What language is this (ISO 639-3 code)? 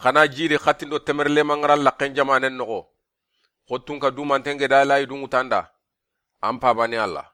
snk